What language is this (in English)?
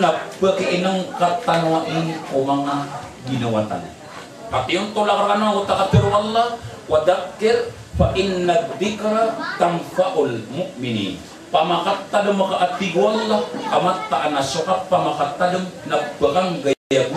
Maranao